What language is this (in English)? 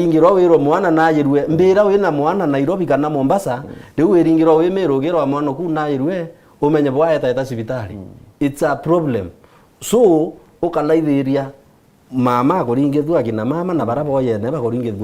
Meru